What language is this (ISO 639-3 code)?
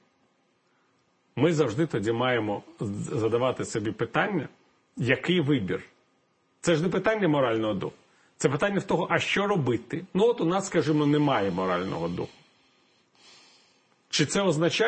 ukr